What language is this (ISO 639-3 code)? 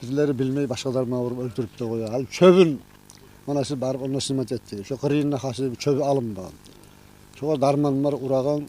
kum